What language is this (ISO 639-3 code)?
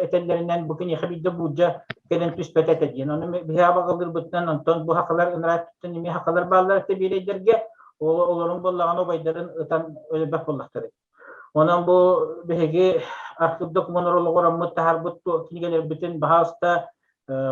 sah